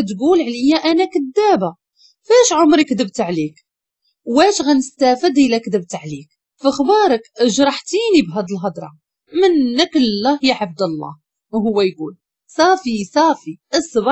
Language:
Moroccan Arabic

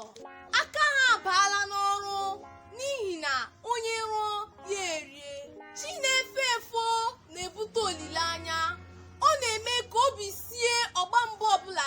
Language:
Igbo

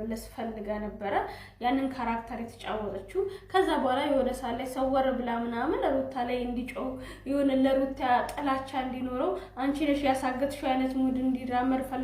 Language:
Amharic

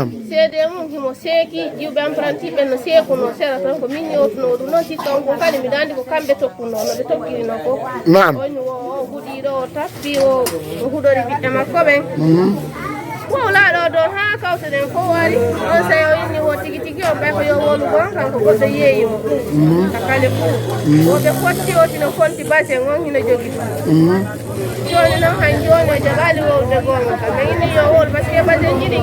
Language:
Fula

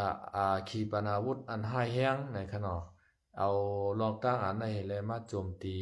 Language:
Shan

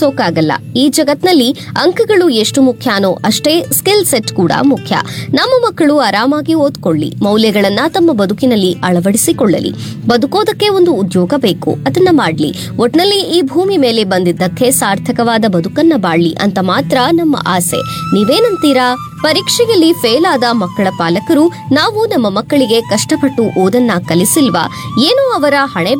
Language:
Kannada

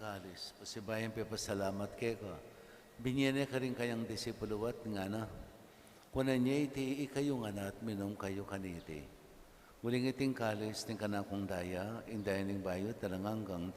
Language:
Pampanga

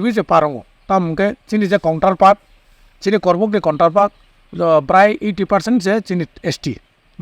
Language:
Kok Borok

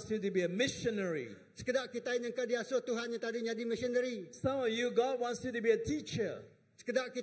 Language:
Iban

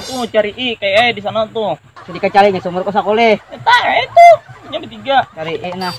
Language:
Banjar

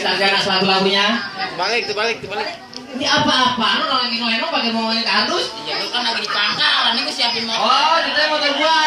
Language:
Betawi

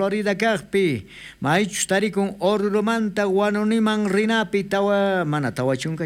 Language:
South Bolivian Quechua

